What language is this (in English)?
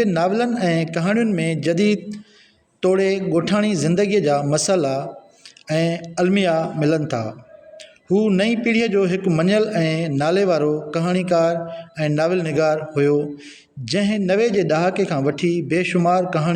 Sindhi